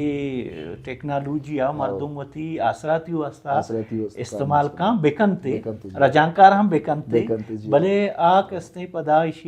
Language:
Baluchi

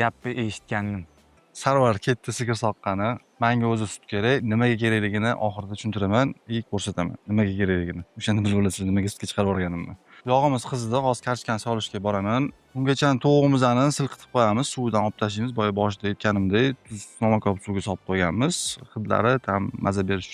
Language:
Uzbek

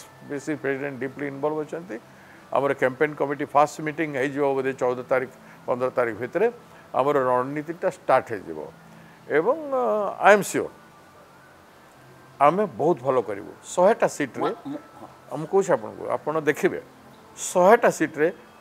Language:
Odia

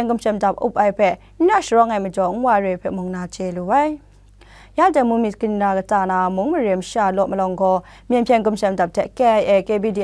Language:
Kachin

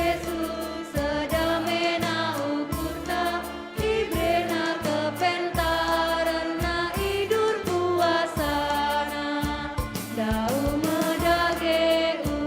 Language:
Batak Karo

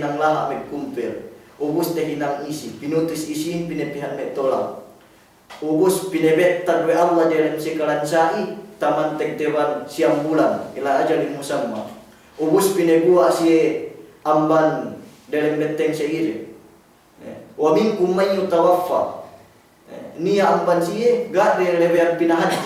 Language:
Yakan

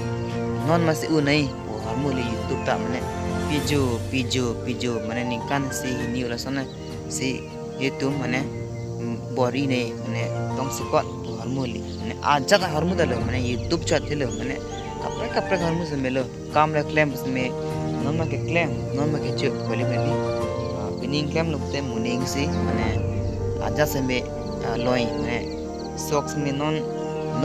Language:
Karbi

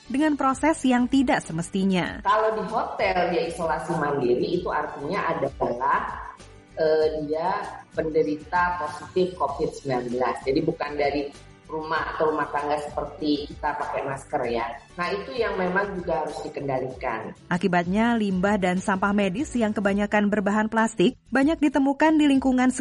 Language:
Indonesian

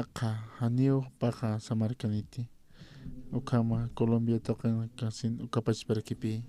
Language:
Aymara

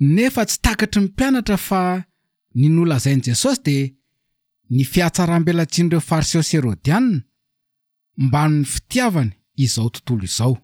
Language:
Malagasy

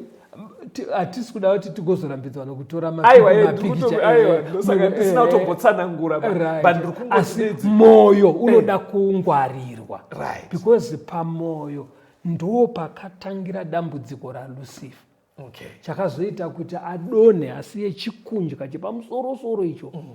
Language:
Shona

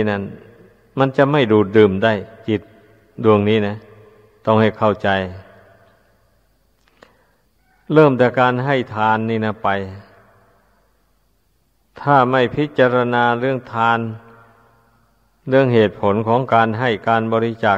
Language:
Thai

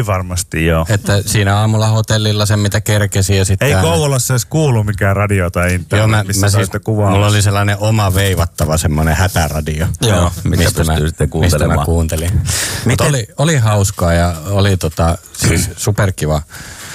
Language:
Finnish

